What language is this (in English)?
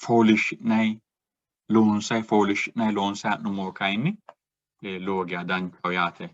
Sidamo